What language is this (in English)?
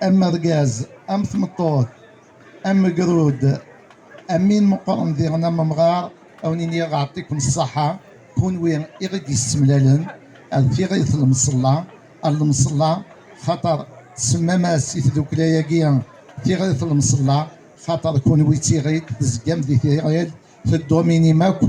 Kabyle